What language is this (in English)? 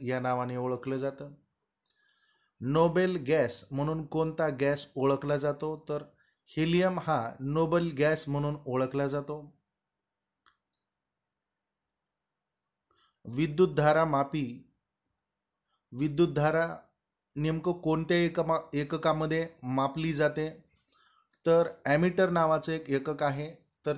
Marathi